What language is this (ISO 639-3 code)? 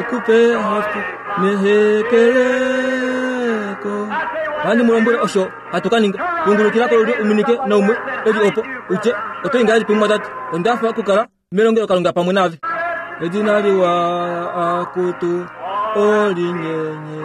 kua